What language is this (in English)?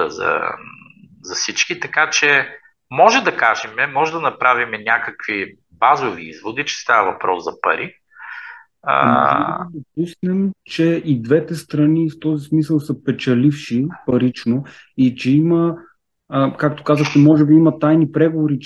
Bulgarian